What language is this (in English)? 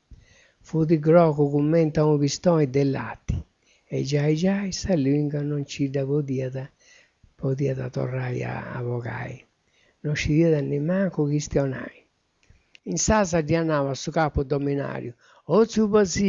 Sardinian